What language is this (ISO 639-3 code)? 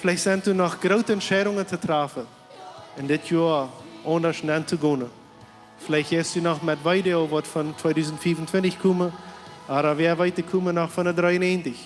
pdt